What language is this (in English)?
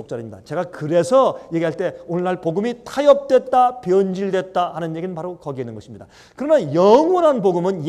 Korean